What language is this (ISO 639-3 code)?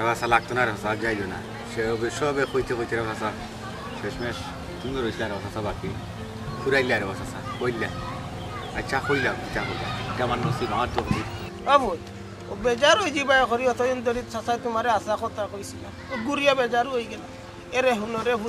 syl